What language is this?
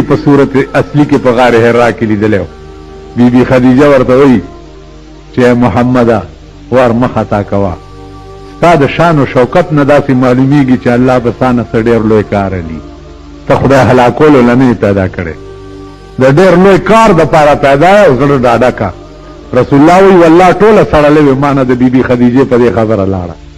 Pashto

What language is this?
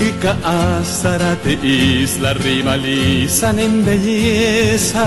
Guarani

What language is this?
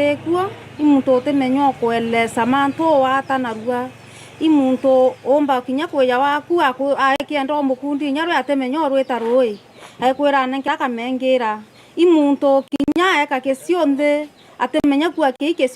Meru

